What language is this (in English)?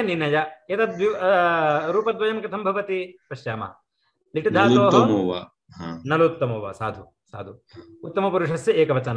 Sanskrit